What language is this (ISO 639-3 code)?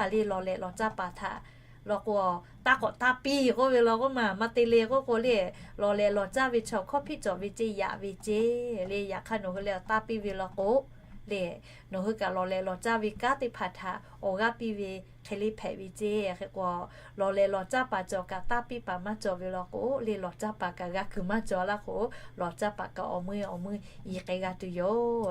lhu